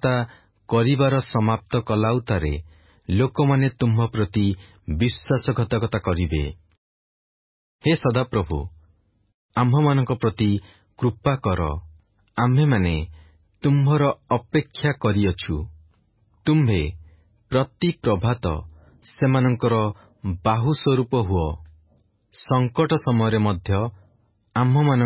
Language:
Odia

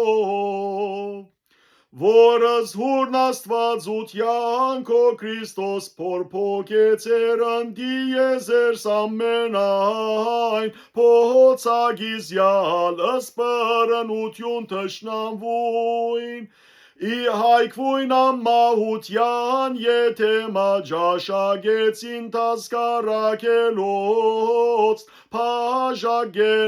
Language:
Western Armenian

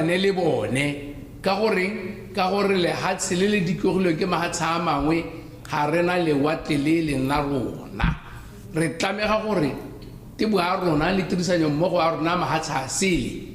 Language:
Tswana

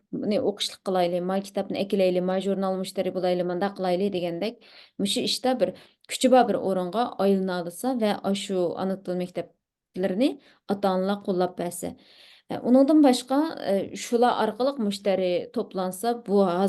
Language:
Uyghur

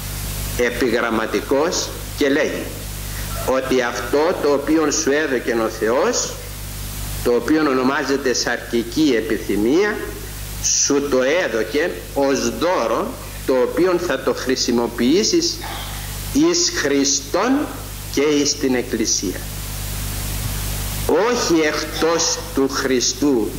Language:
Greek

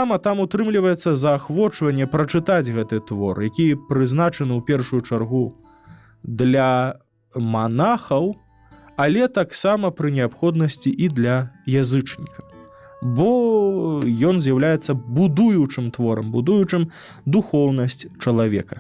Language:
Belarusian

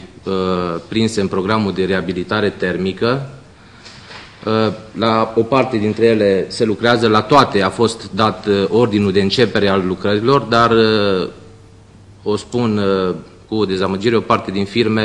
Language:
Romanian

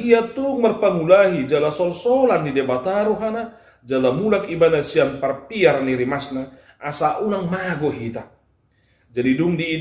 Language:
Batak Toba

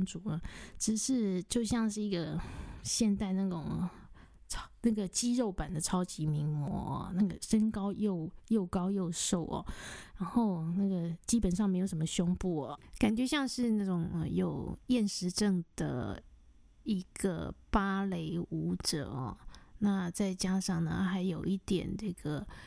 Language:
Chinese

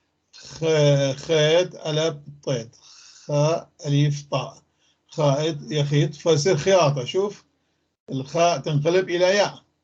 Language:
North Levantine Arabic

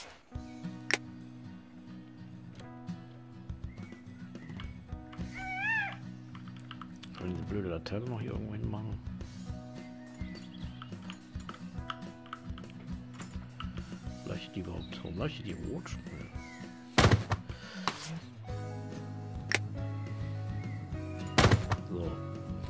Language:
German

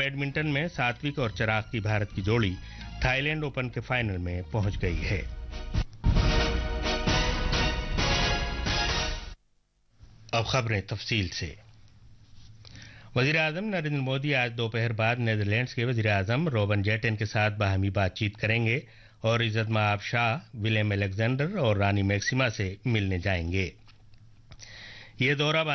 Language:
Urdu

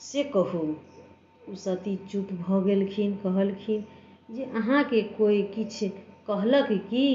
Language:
Maithili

